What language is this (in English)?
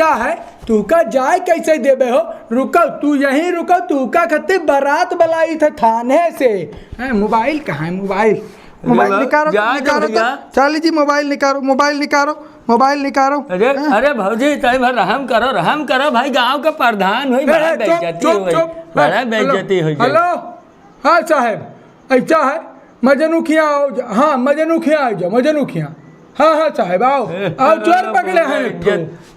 Awadhi